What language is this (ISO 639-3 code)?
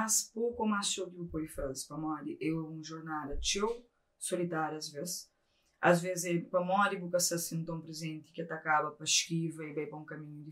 kea